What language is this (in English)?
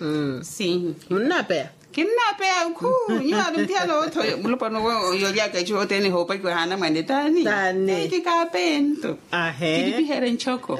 Makhuwa